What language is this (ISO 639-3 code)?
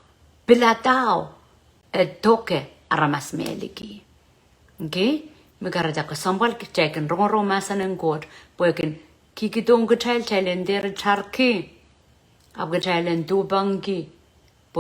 pon